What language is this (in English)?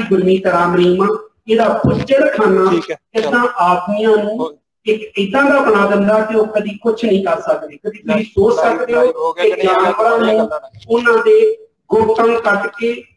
Punjabi